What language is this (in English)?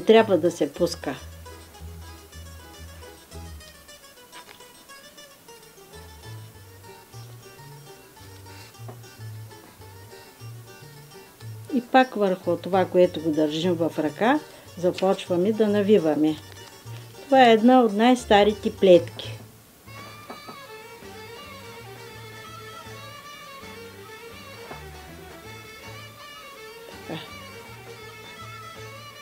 Bulgarian